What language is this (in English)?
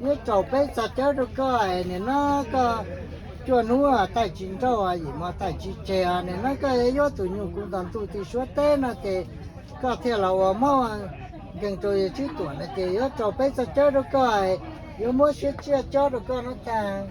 Hmong